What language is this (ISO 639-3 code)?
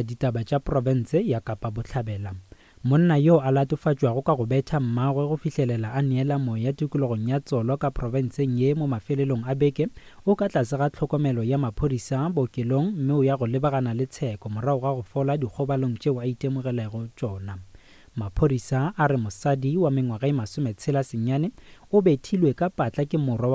nso